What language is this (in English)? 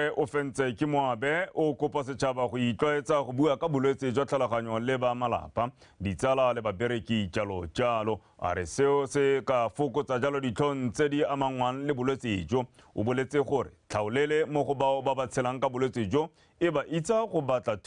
Tswana